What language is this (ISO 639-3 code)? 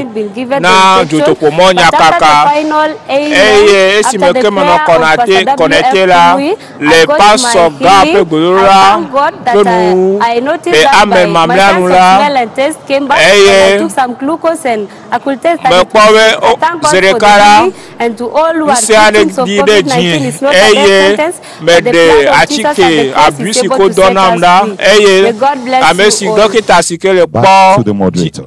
ewe